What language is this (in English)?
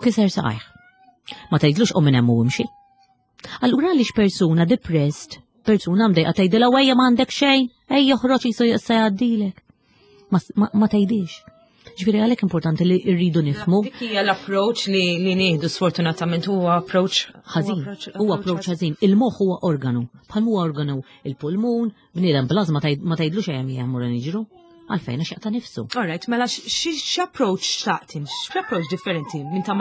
Maltese